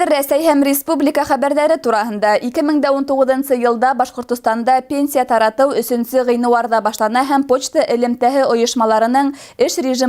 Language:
Bashkir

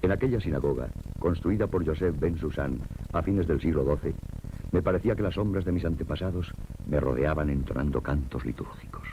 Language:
Ladino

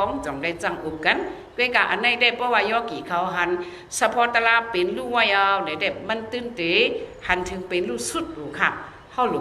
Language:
Shan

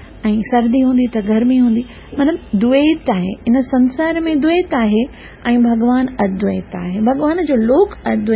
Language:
Sindhi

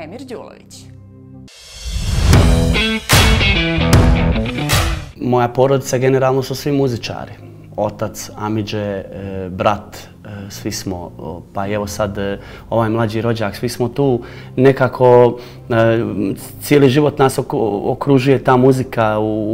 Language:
Serbian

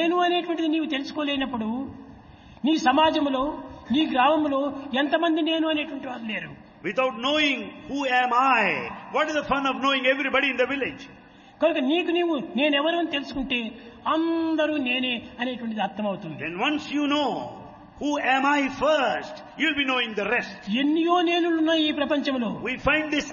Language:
Telugu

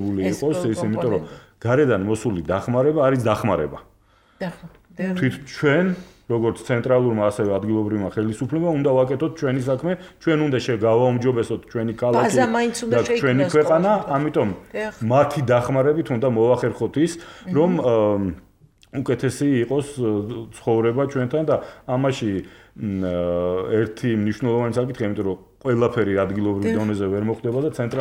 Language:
Georgian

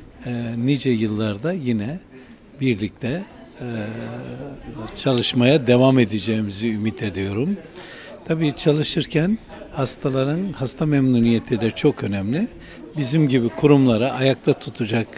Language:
Turkish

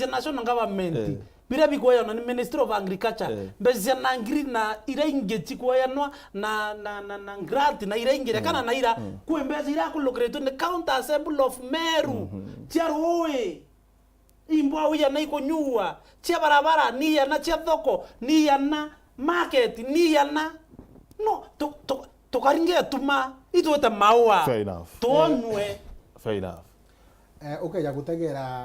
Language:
Meru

